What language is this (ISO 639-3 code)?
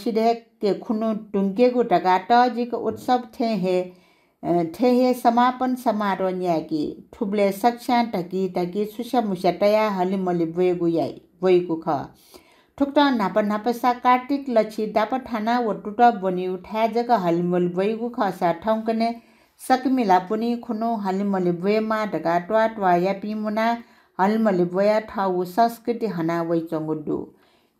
new